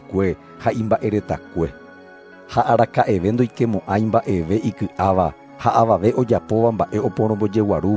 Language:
Guarani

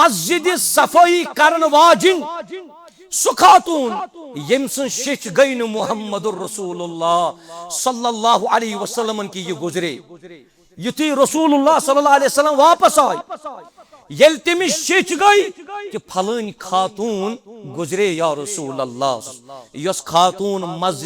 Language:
Kashmiri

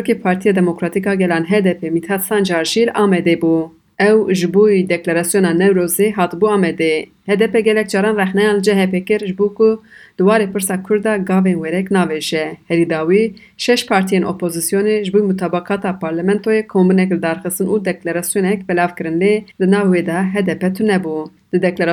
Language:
Kurdish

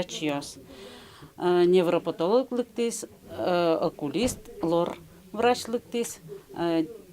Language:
Udmurt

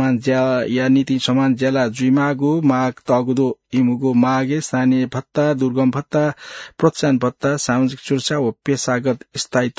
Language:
Newari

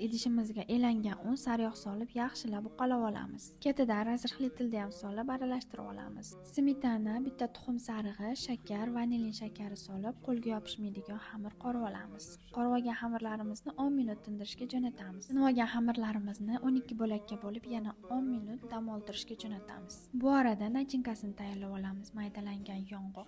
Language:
Uzbek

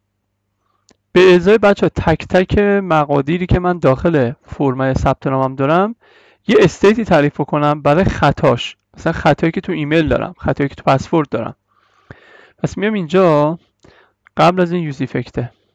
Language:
Persian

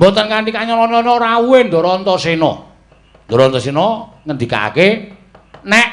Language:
Javanese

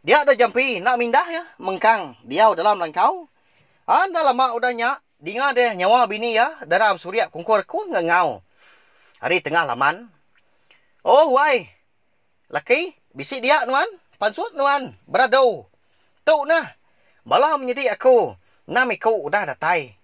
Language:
Iban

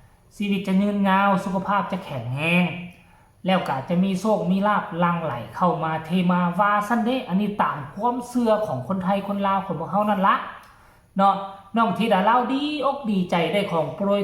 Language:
Northeastern Thai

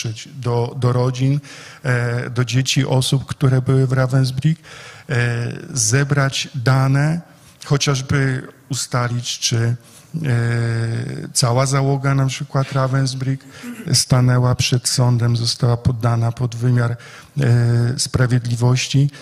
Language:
Polish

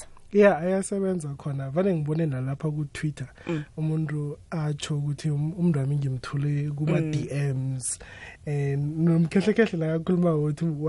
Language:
South Ndebele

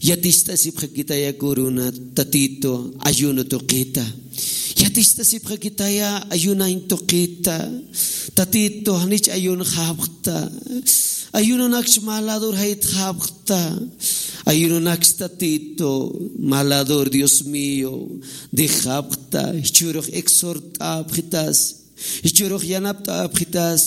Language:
Aymara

